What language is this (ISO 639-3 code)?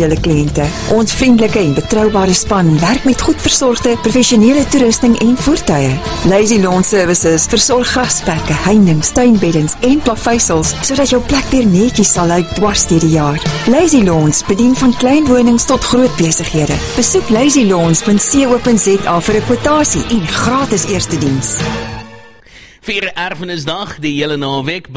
afr